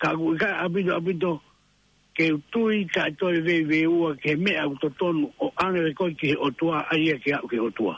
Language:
Tongan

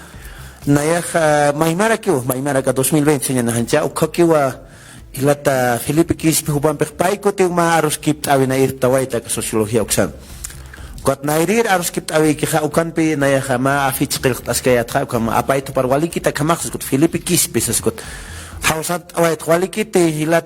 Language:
Aymara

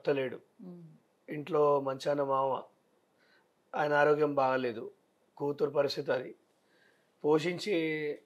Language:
Telugu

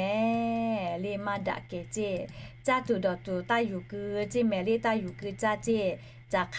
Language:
Lahu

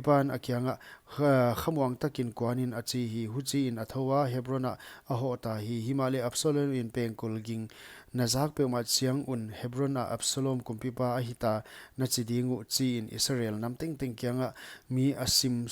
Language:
Paite Chin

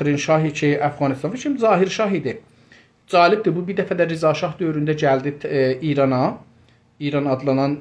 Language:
South Azerbaijani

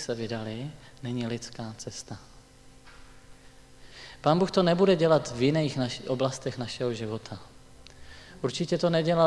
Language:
Czech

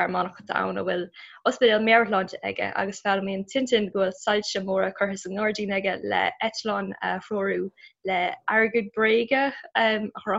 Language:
Irish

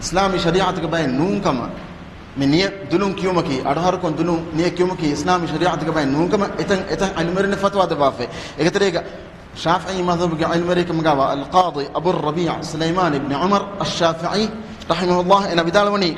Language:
Divehi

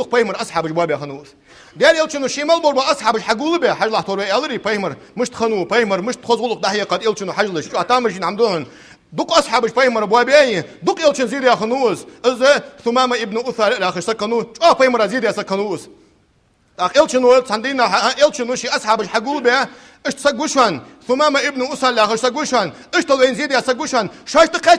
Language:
Ingush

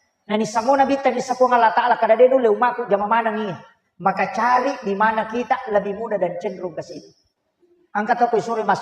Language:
Buginese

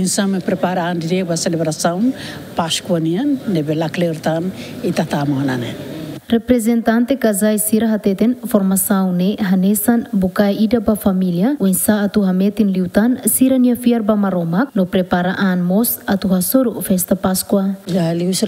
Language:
Tetum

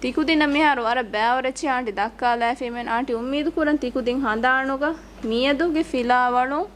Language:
Divehi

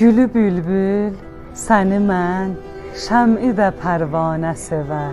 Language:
South Azerbaijani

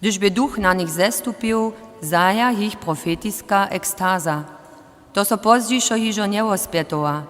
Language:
Upper Sorbian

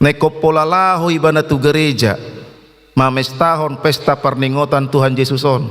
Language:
Batak Toba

